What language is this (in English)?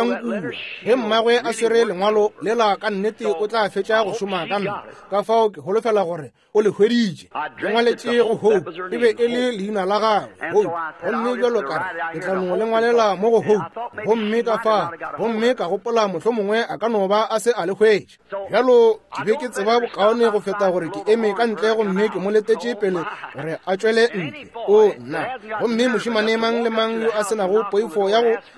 Northern Sotho